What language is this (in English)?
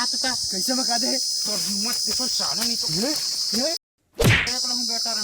Chhattisgarhi